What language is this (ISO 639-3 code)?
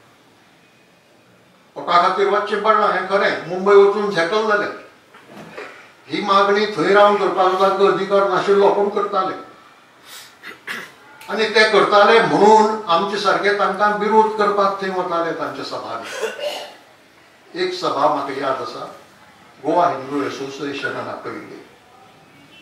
kok